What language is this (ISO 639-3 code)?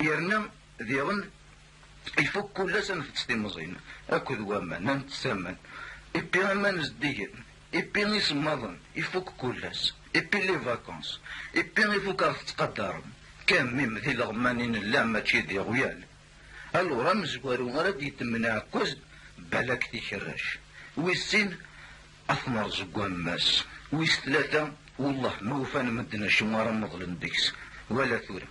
kab